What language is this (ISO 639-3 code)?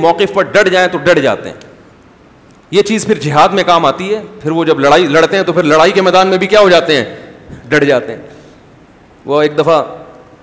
urd